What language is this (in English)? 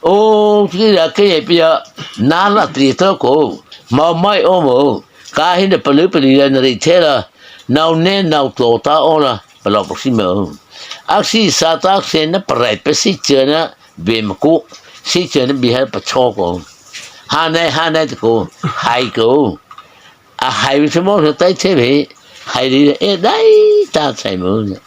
Mara Chin